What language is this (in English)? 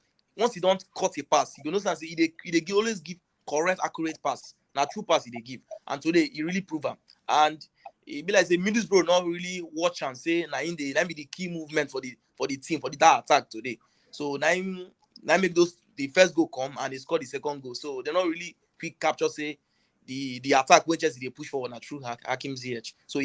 Nigerian Pidgin